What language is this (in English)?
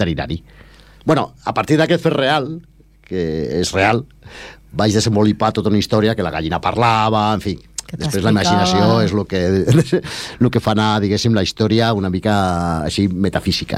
Catalan